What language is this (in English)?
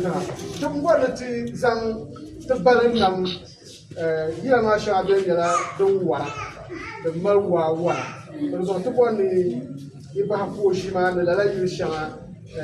Dagbani